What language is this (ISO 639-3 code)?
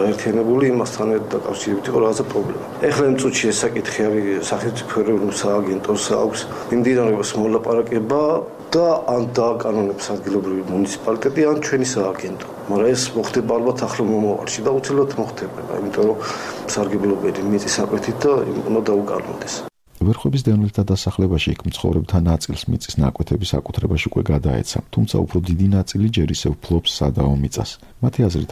kat